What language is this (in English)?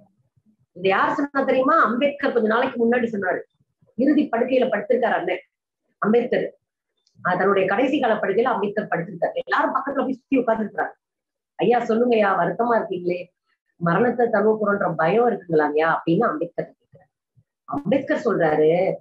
Tamil